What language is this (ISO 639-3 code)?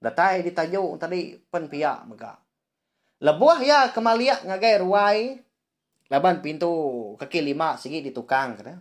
iba